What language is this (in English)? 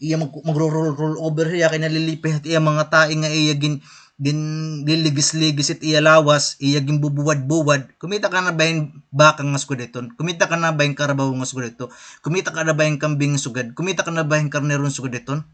Waray